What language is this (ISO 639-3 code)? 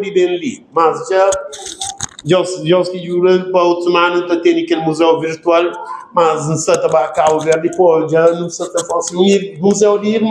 kea